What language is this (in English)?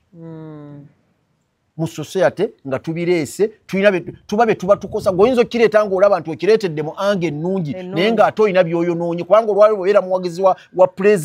Ganda